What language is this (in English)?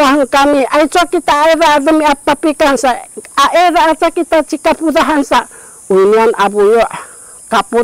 Sakizaya